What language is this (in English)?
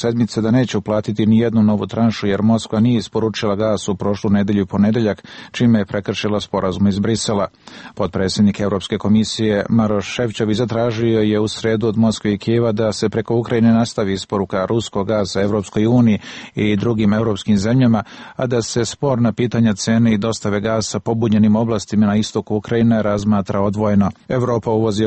Serbian